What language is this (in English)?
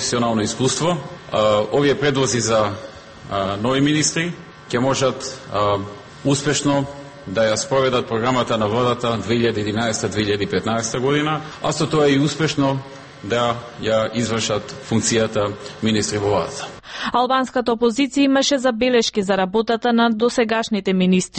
Macedonian